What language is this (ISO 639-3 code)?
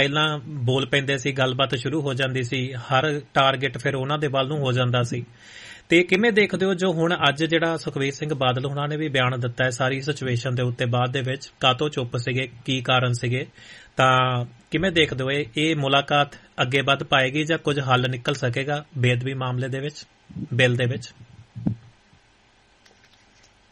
pan